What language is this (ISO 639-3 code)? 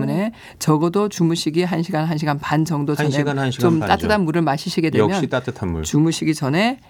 kor